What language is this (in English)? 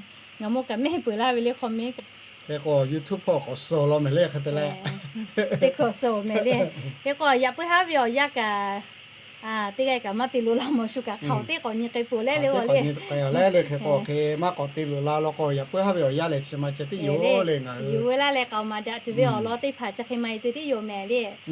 Lahu